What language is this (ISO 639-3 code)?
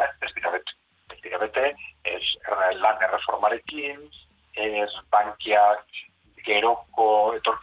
eus